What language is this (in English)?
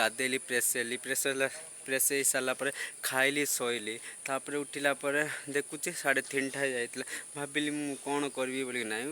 Odia